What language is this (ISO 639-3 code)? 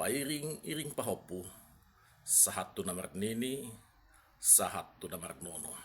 bbc